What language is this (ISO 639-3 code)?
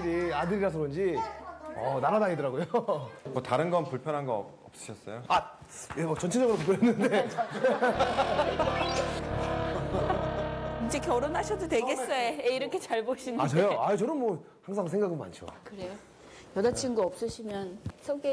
kor